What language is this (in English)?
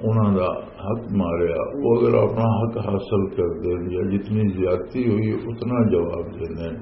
Western Panjabi